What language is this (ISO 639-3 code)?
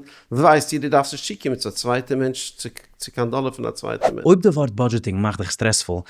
yid